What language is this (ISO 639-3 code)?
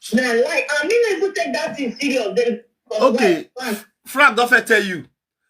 pcm